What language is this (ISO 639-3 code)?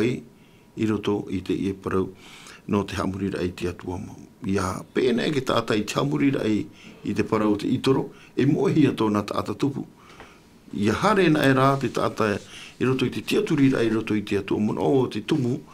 tah